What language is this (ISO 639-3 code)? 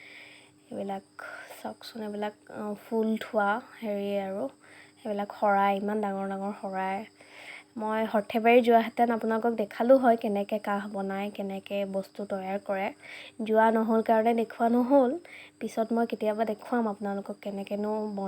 asm